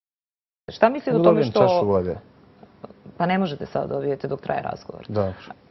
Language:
Serbian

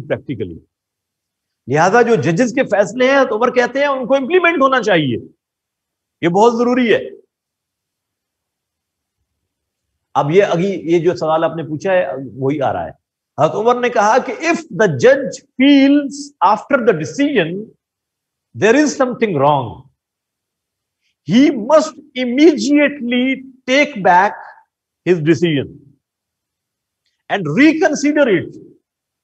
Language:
Urdu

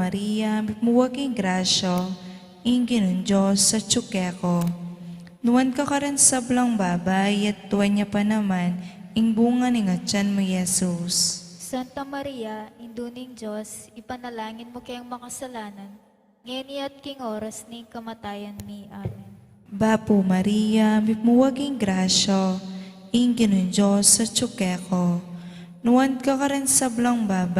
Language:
Pampanga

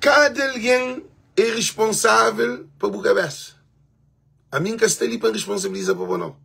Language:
Kabuverdianu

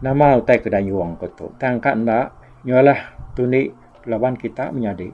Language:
Iban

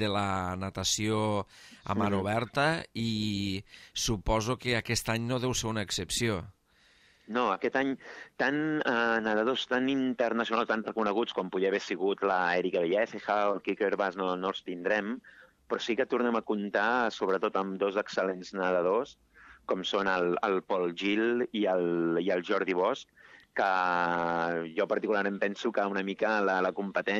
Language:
Catalan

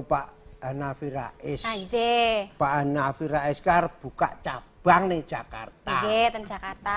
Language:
Javanese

